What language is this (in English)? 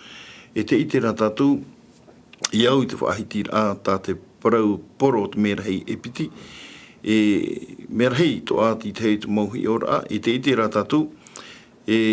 Tahitian